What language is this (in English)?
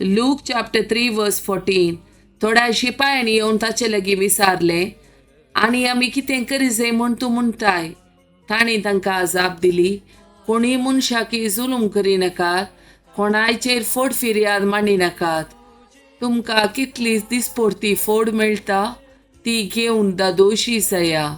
Konkani